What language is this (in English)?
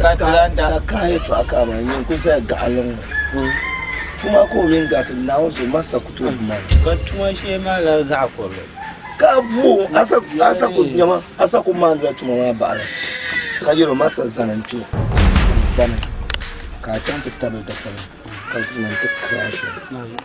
Dagbani